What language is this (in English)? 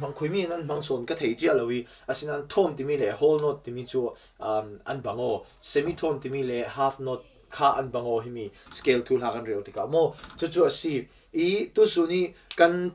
Falam Chin